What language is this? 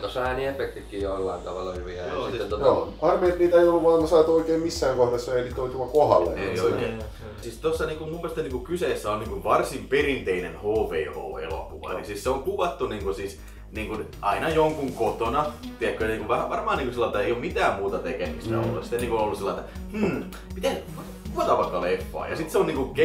Finnish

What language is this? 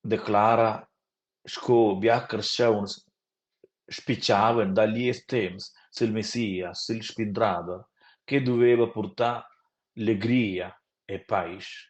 Romansh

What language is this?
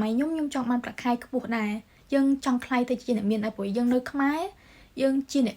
Khmer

